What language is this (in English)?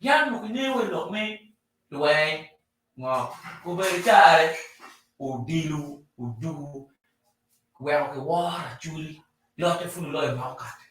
Acoli